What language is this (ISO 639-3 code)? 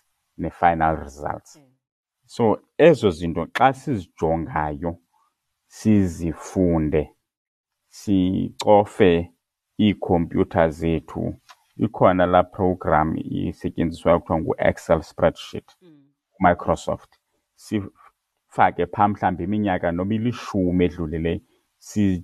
xho